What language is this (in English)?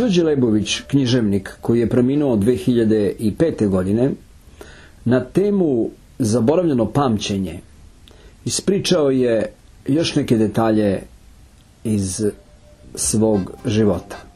Serbian